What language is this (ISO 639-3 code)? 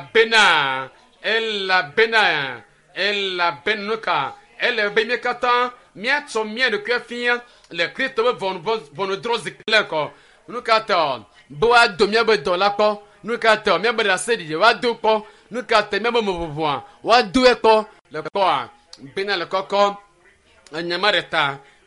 ewe